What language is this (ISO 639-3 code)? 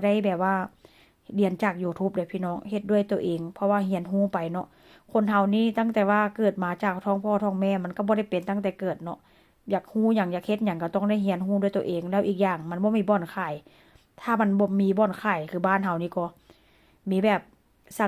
lao